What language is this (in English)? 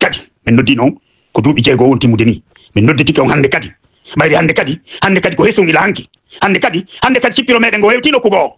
Fula